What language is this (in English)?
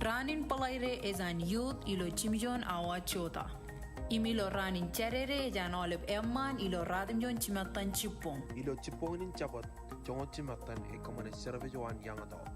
Marshallese